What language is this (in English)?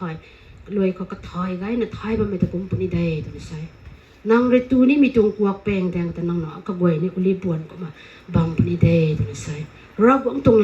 Rongmei Naga